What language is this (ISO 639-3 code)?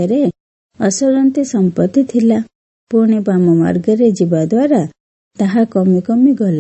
ori